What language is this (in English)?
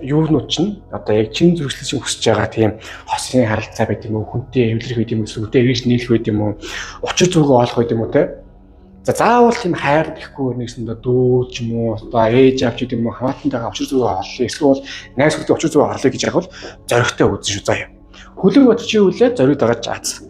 Mongolian